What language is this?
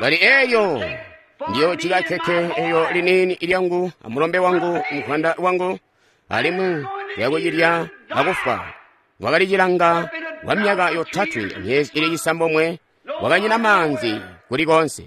Tonga (Zambia)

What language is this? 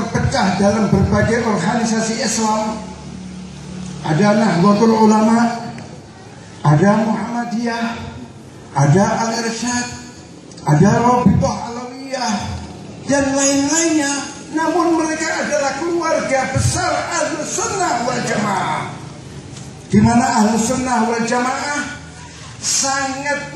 Indonesian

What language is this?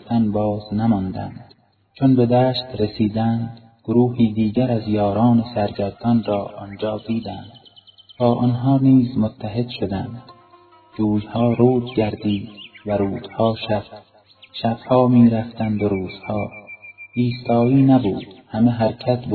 Persian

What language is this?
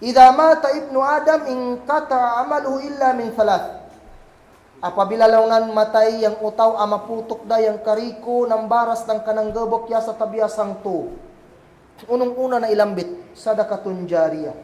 Kagan Kalagan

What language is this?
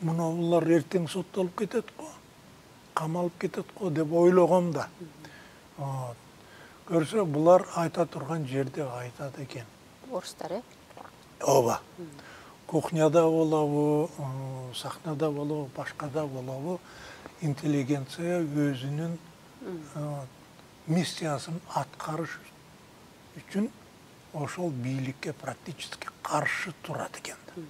Kyrgyz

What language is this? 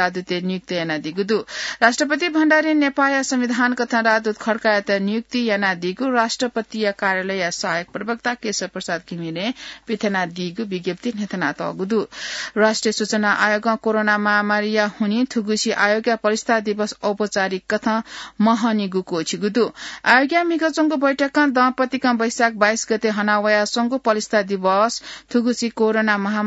Newari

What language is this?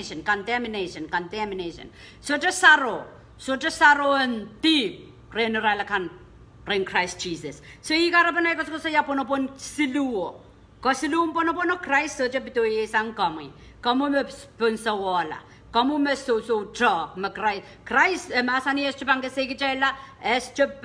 Pohnpeian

